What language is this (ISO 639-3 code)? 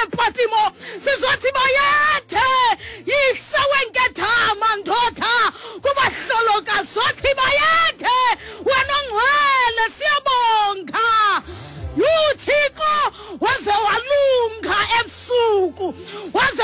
xho